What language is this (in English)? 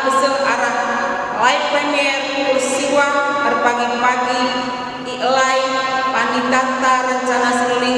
Batak Karo